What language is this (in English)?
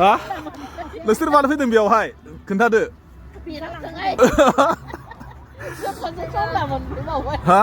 Bodo